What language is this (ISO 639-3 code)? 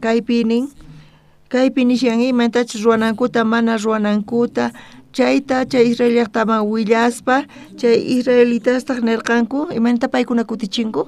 quh